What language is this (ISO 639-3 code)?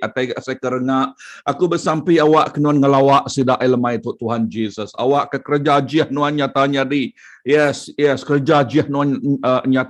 iba